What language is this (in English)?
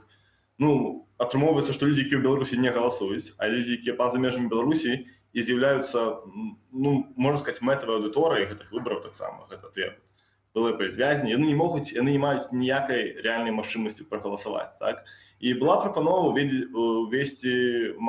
Belarusian